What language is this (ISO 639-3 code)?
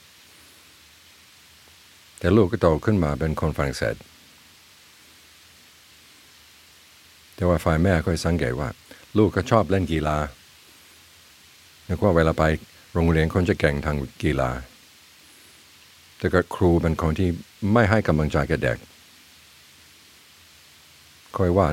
tha